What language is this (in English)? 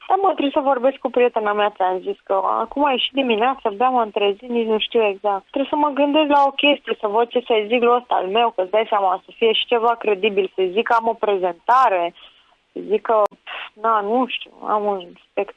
Romanian